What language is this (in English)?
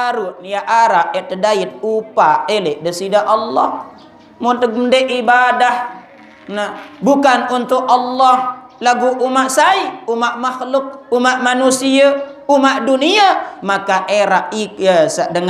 Sasak